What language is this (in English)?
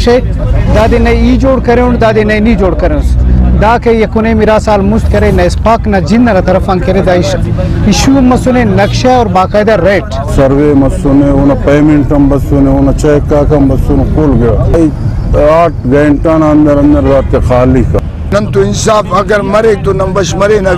Brahui